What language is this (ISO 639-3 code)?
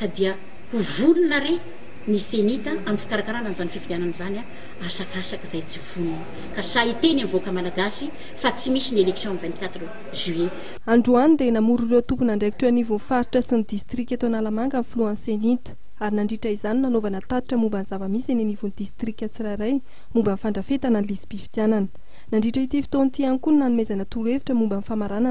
mlg